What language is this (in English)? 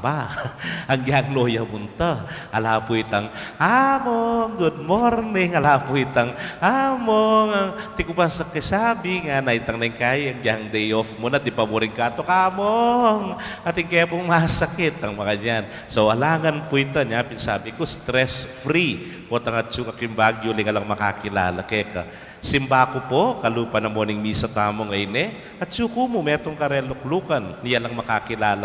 Pampanga